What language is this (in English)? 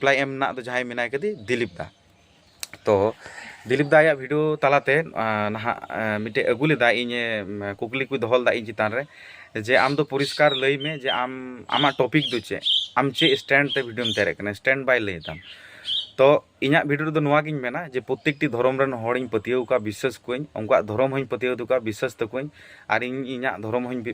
Santali